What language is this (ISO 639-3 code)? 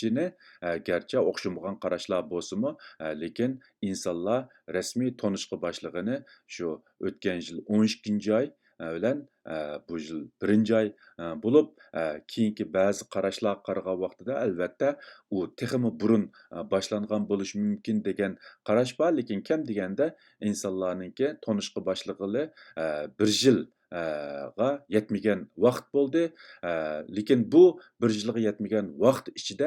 uig